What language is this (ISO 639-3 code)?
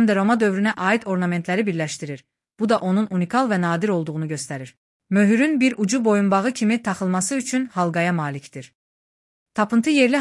aze